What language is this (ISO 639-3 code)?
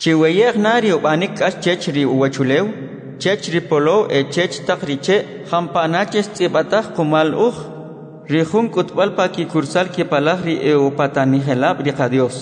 quc